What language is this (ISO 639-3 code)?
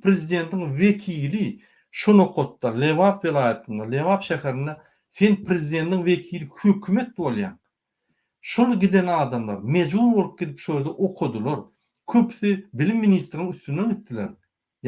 tuk